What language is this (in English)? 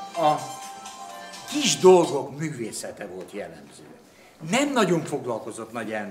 Hungarian